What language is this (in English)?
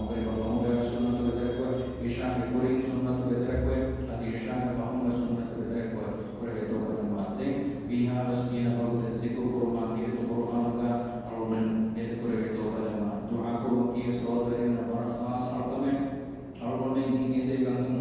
Divehi